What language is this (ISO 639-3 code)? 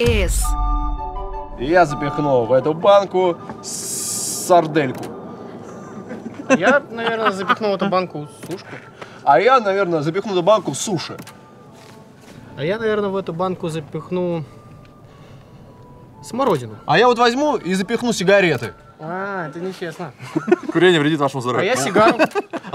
rus